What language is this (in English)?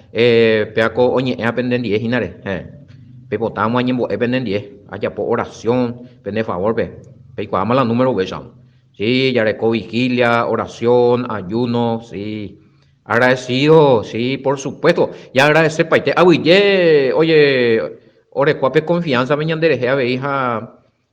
Guarani